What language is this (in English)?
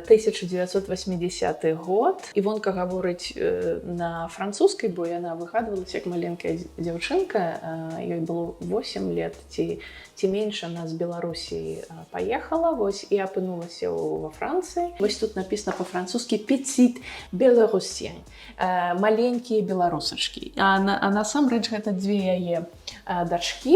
Belarusian